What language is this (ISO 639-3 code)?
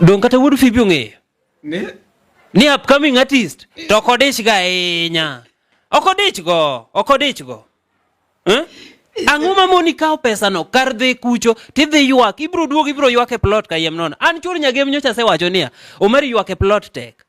luo